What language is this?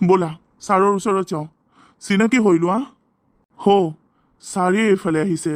Assamese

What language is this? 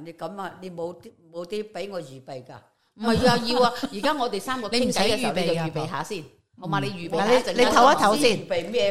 Cantonese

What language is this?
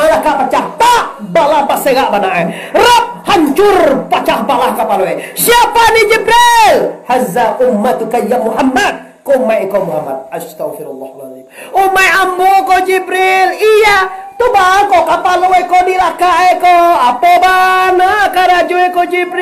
Minangkabau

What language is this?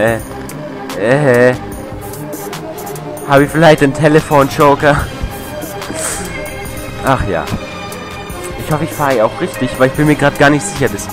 German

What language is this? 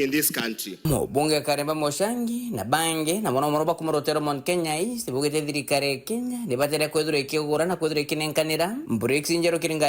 Meru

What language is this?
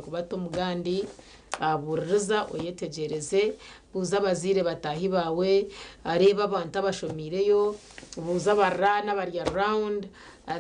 Nyankole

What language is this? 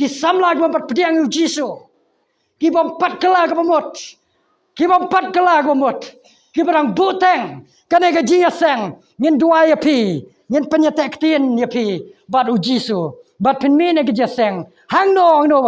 Khasi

